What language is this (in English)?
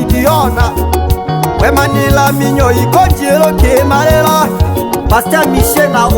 Tetela